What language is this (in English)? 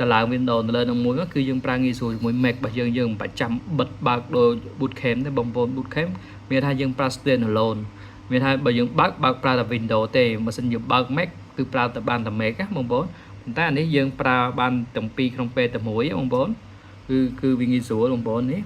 Khmer